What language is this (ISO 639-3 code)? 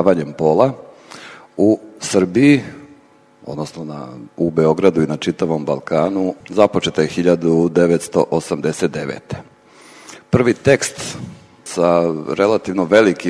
srp